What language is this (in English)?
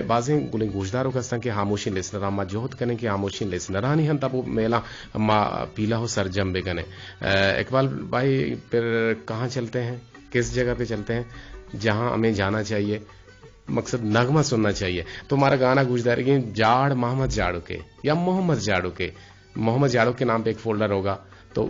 Eastern Balochi